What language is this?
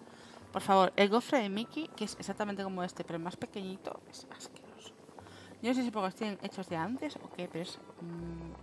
Spanish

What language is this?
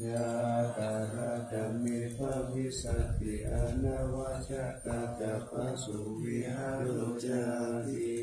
Pali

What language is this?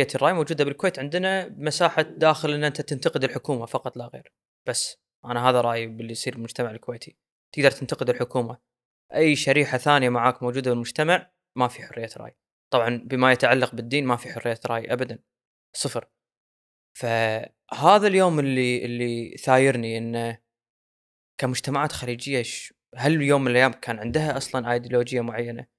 Gulf Arabic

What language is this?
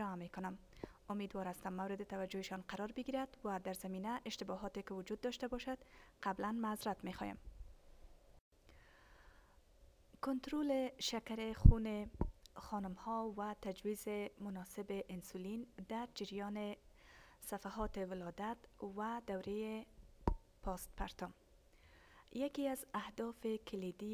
Persian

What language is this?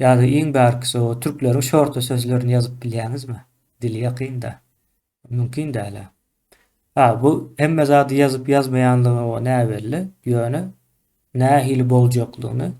Turkmen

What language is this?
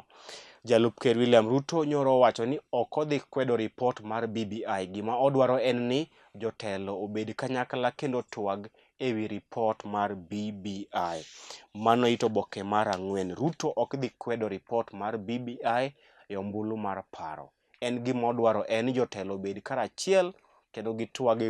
Luo (Kenya and Tanzania)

